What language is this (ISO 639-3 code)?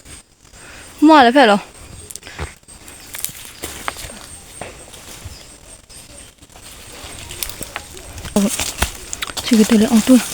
lhi